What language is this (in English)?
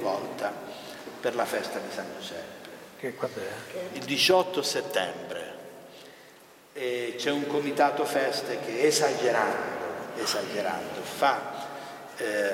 Italian